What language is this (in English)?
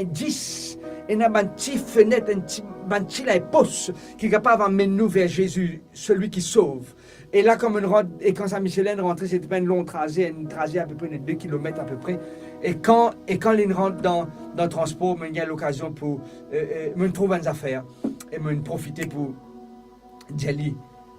Morisyen